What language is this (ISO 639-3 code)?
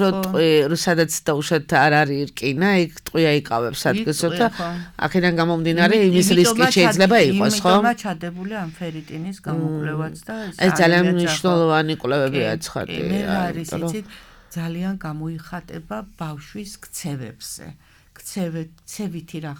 kat